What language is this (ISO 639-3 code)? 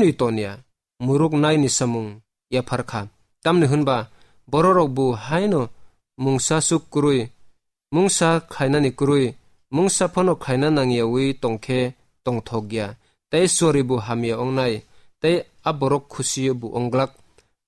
trp